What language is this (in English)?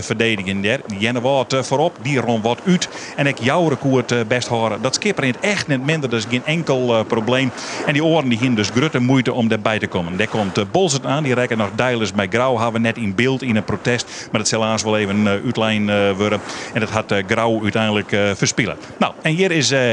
Western Frisian